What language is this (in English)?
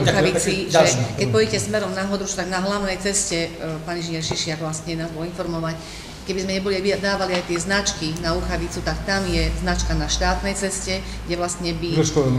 Slovak